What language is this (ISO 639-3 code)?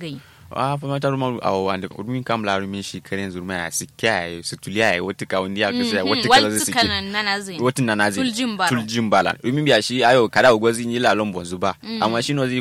kau